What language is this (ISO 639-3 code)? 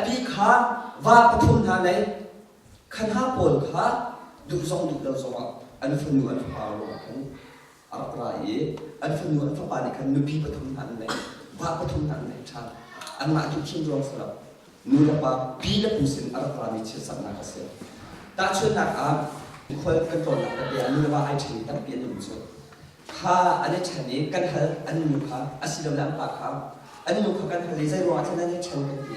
cnh